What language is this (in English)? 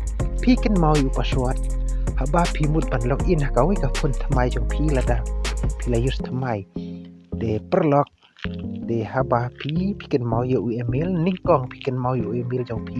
Khasi